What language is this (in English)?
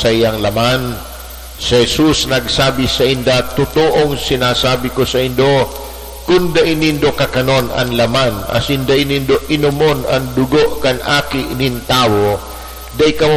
Bikol